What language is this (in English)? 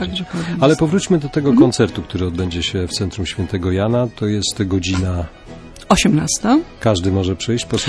Polish